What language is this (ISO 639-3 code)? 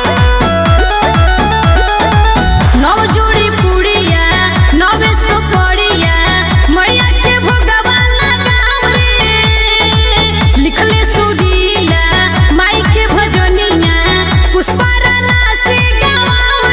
bho